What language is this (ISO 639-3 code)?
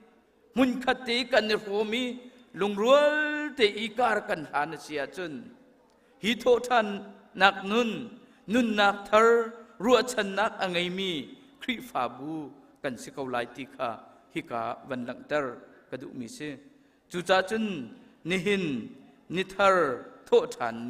cnh